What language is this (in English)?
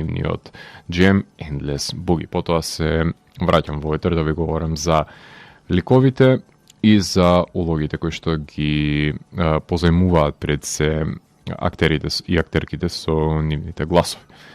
Macedonian